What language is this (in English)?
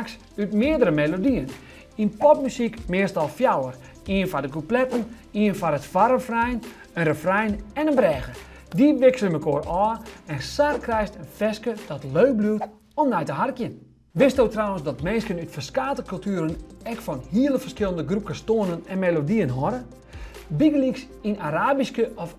Western Frisian